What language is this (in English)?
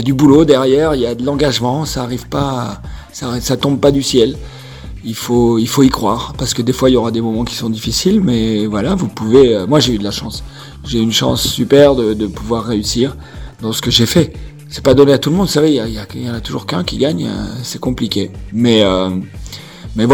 French